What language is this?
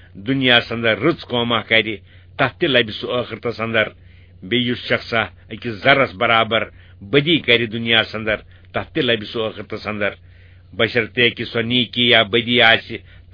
Kashmiri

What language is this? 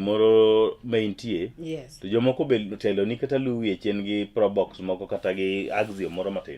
Luo (Kenya and Tanzania)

